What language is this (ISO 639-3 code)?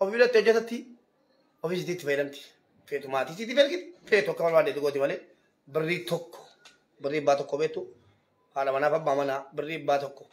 orm